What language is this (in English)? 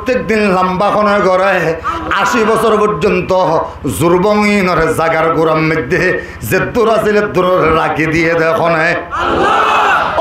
Rohingya